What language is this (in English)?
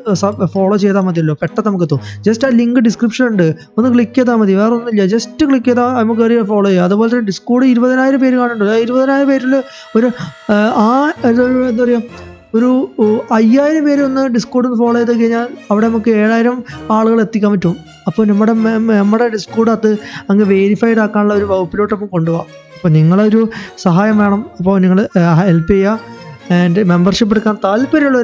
Malayalam